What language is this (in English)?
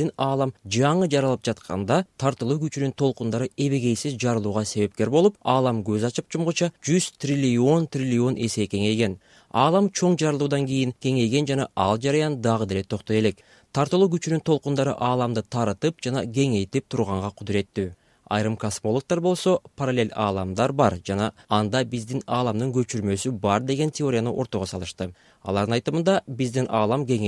Kyrgyz